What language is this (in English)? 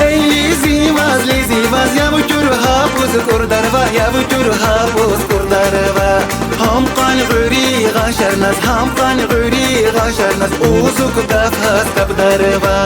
Tabassaran